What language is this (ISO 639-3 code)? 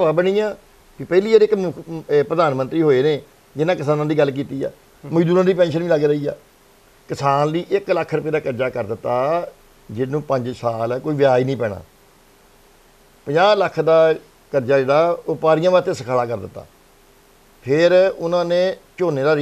pan